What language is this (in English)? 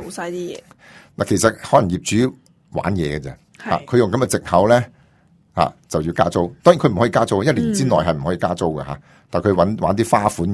Cantonese